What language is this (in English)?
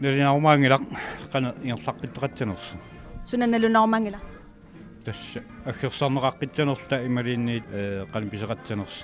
Kalaallisut